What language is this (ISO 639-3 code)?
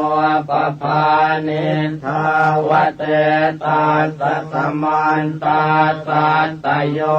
pli